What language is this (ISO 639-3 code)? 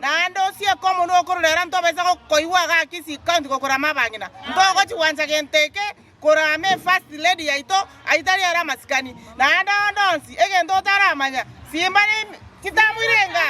guz